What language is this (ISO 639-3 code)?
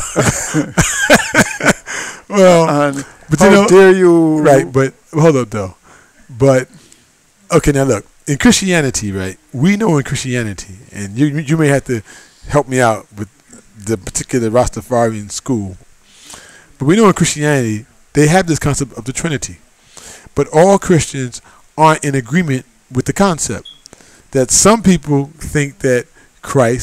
eng